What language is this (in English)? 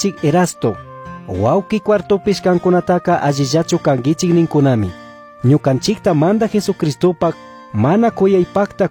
Chimborazo Highland Quichua